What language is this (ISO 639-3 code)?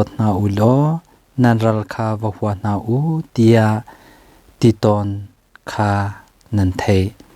cnh